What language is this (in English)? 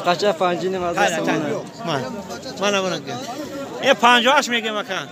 Tajik